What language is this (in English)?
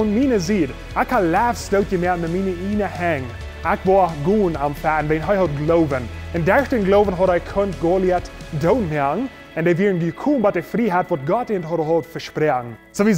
Plautdietsch